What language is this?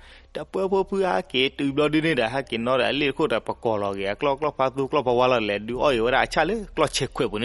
S'gaw Karen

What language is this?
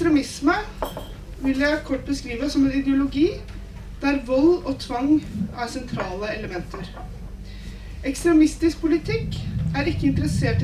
Norwegian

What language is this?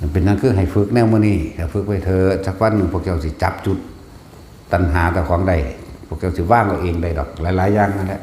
Northeastern Thai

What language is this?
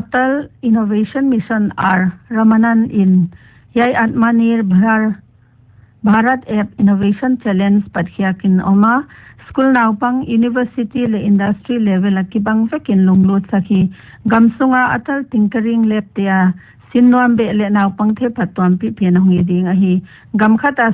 Paite Chin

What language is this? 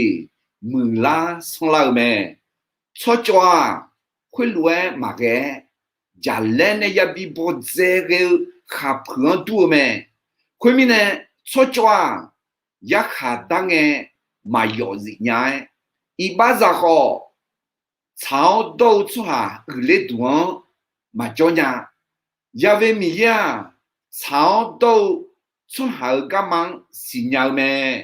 Akha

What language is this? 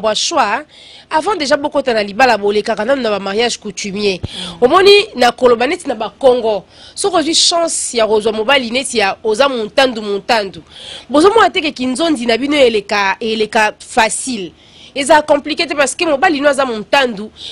Lingala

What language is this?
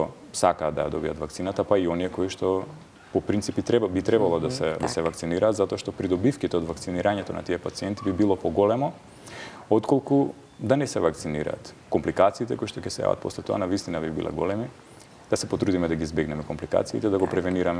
Macedonian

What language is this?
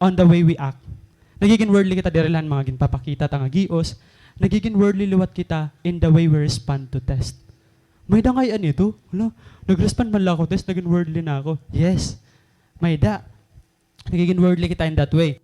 Waray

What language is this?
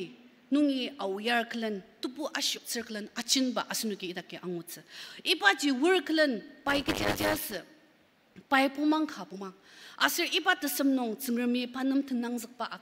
Ao Naga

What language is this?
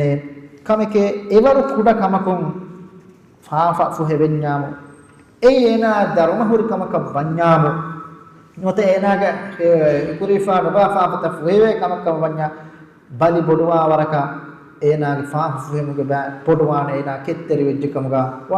Divehi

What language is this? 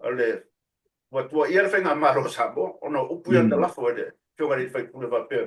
Samoan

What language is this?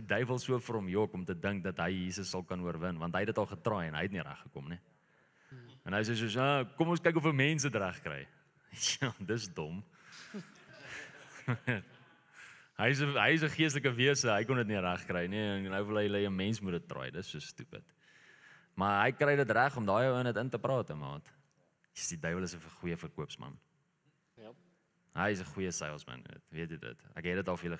Afrikaans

